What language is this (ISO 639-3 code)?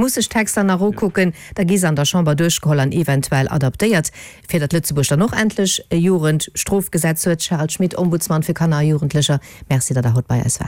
ltz